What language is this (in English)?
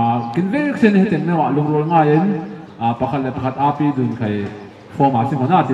Falam Chin